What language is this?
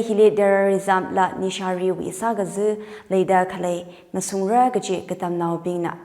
Tangkhul Naga (India)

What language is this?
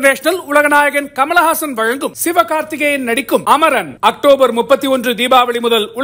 Tamil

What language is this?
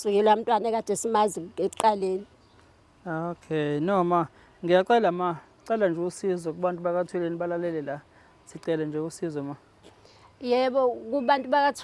Zulu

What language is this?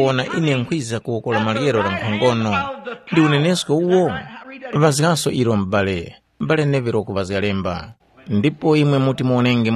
Tumbuka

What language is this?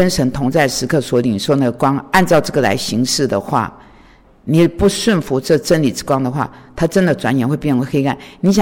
Chinese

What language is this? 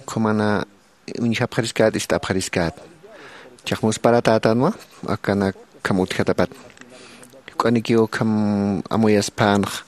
Aymara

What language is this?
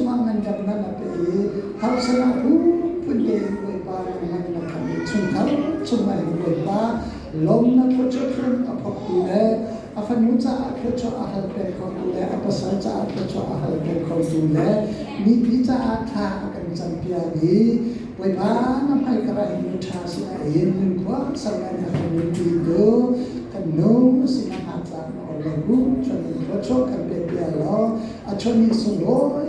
Hakha Chin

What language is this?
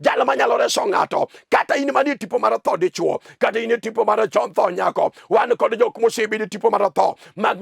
Luo (Kenya and Tanzania)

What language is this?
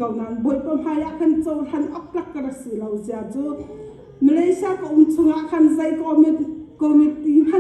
Hakha Chin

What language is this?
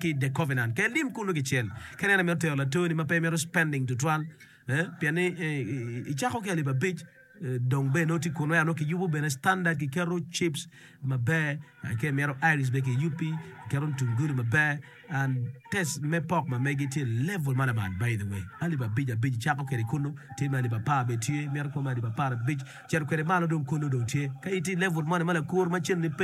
Acoli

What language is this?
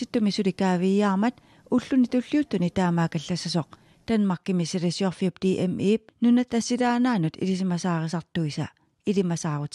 Kalaallisut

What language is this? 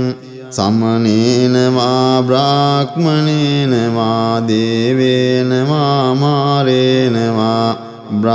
Pali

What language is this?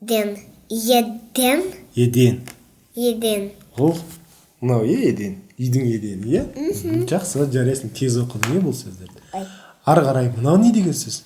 Kazakh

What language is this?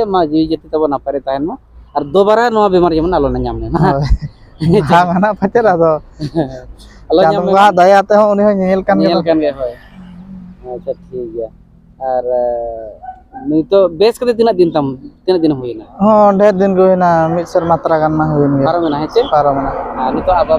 Santali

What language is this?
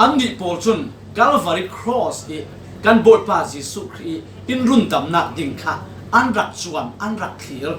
Falam Chin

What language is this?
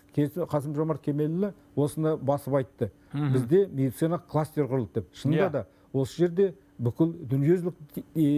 Kazakh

